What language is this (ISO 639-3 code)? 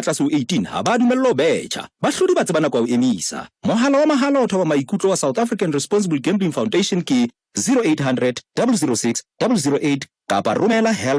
sot